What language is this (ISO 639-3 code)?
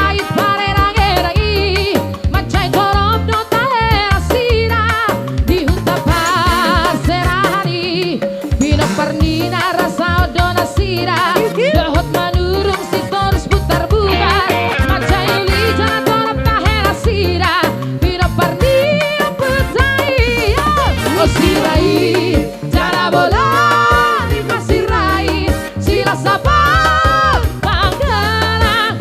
bbc